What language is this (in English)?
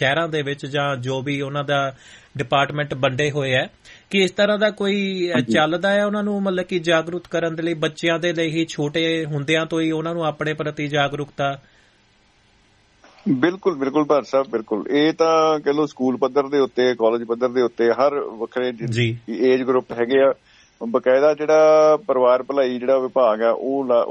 Punjabi